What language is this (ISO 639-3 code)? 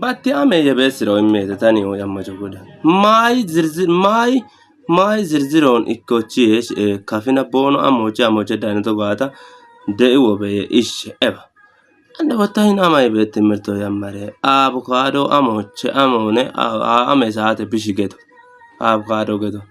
kbr